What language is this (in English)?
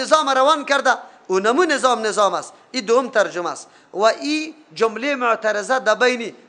Persian